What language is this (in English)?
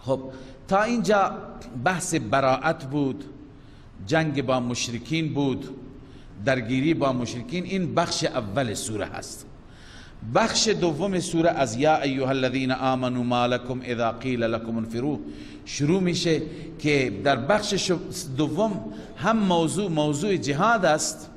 Persian